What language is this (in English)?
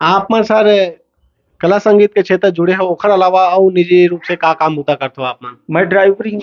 Chhattisgarhi